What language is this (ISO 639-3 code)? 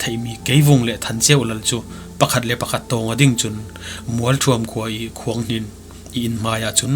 cfm